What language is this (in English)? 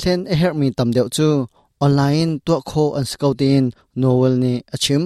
Hakha Chin